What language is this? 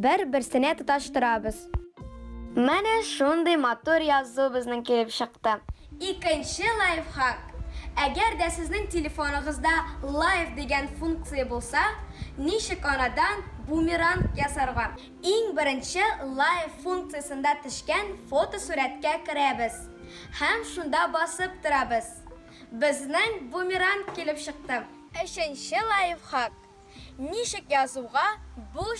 Tatar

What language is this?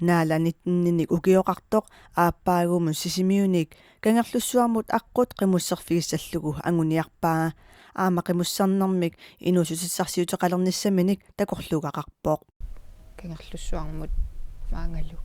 Kalaallisut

